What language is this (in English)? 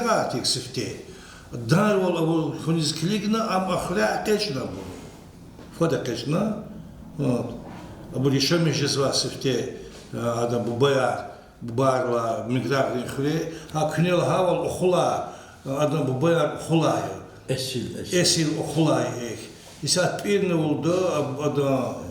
Lezghian